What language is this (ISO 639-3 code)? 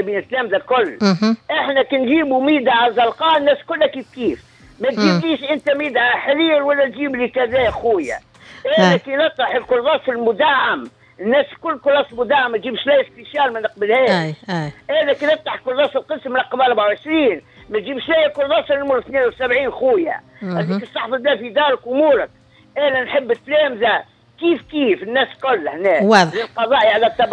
aeb